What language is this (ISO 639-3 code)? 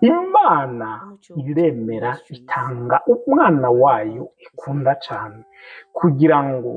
run